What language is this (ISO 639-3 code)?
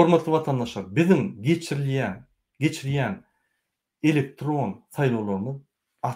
tuk